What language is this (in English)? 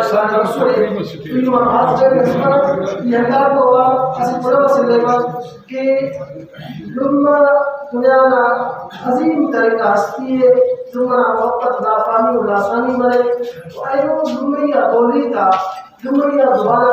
Brahui